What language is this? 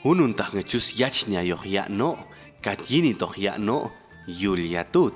Popti'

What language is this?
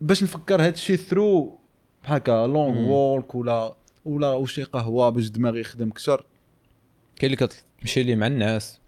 Moroccan Arabic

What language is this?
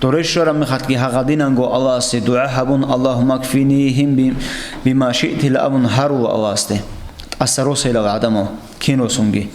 Avaric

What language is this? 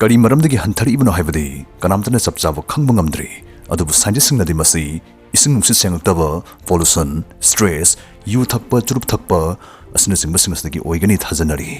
Manipuri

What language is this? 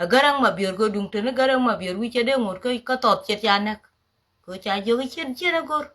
Nuer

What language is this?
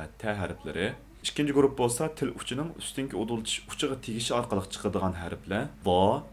Uyghur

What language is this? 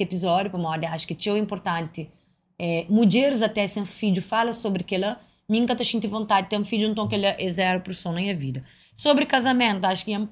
Kabuverdianu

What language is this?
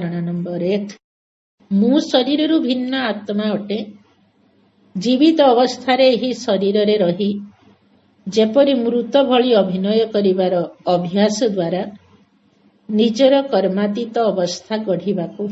Odia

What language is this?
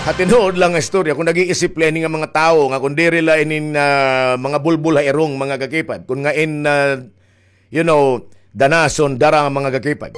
Waray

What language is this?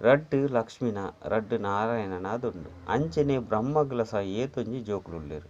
Tulu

